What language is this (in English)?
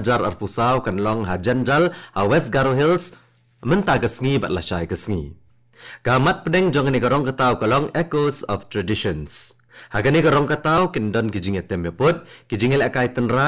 Khasi